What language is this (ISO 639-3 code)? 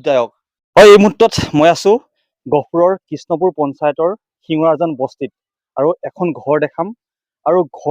asm